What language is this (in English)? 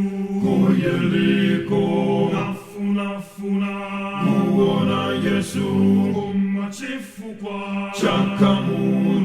Nyanja